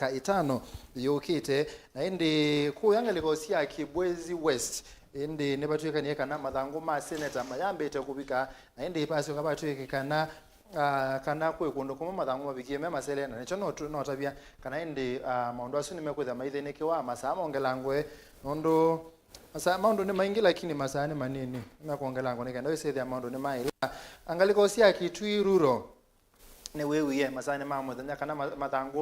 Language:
Kamba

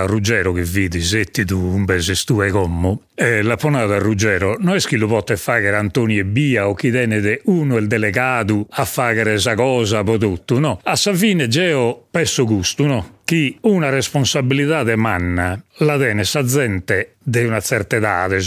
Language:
Sardinian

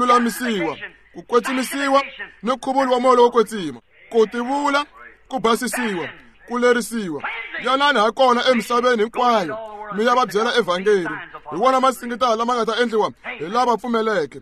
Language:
Tsonga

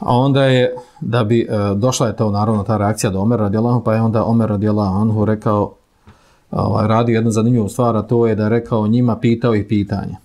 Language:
Bosnian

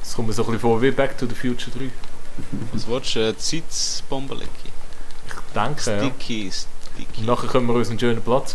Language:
Swiss German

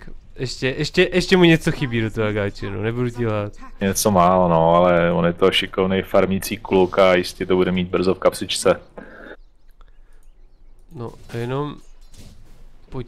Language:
Czech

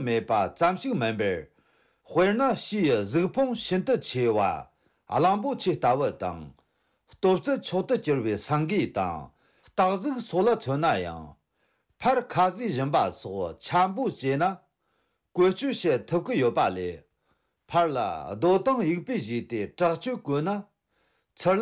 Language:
Tibetan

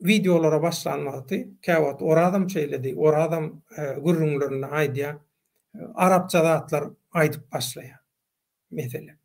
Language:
Turkmen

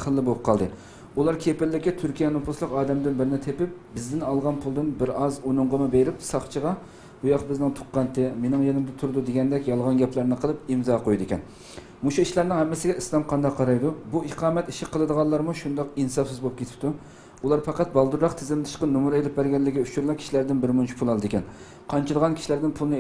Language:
Uyghur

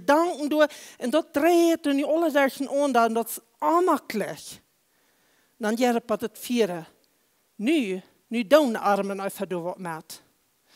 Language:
Plautdietsch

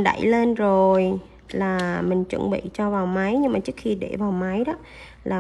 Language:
Vietnamese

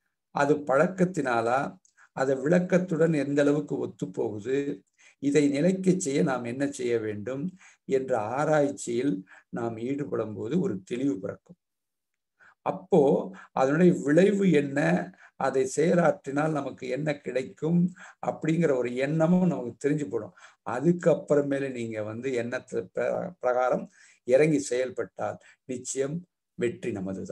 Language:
Tamil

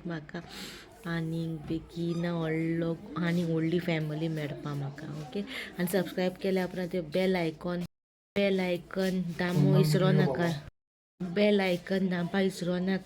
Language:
Konkani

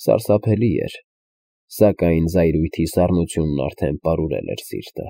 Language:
Armenian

